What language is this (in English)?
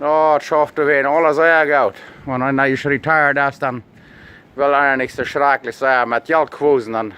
Plautdietsch